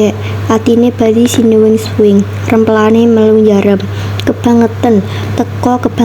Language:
Javanese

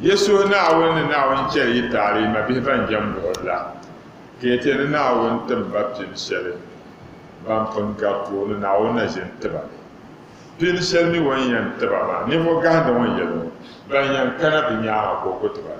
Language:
Dagbani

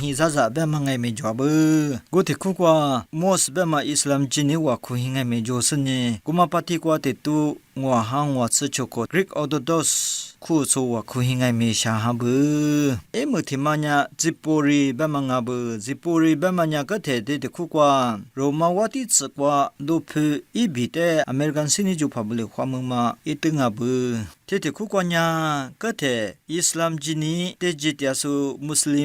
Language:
Lisu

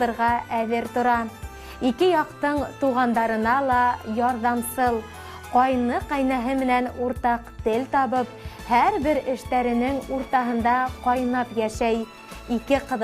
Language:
Bashkir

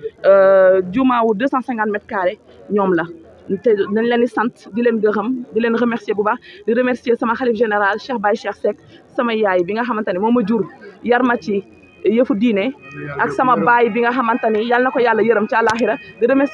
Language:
Wolof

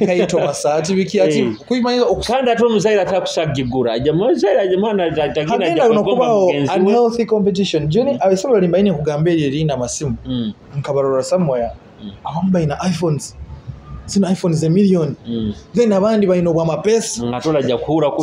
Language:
Nyoro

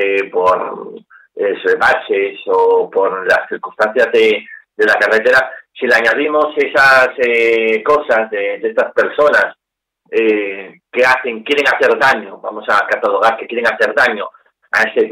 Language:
Spanish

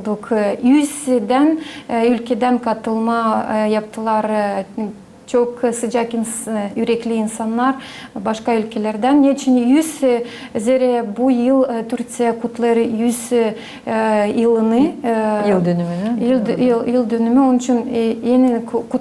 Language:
Gagauz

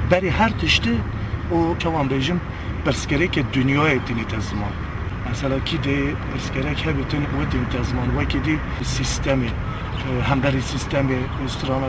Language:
Kurdish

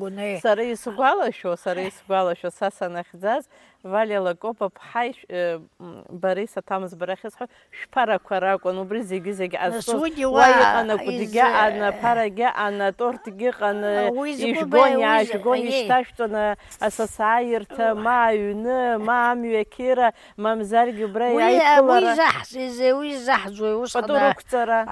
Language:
Abkhazian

